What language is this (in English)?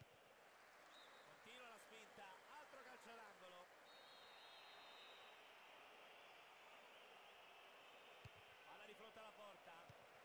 Italian